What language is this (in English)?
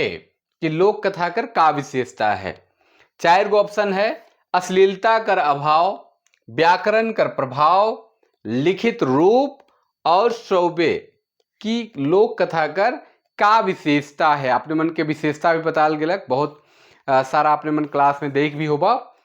Sadri